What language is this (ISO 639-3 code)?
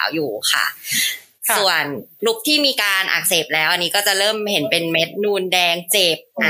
tha